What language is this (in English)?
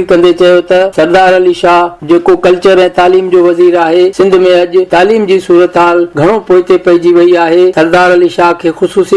Sindhi